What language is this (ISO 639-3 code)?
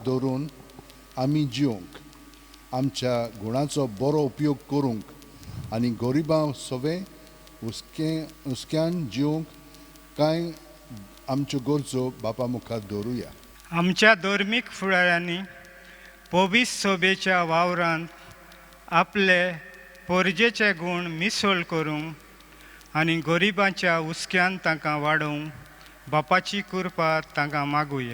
kok